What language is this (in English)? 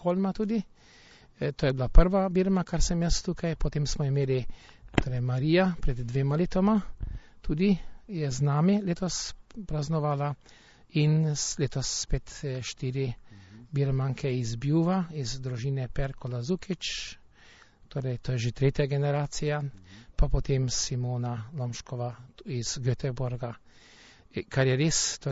Slovenian